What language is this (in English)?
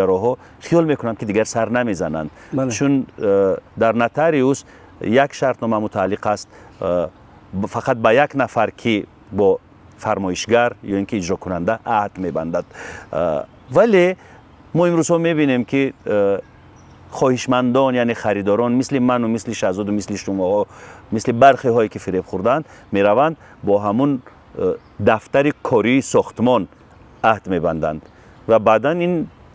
Tajik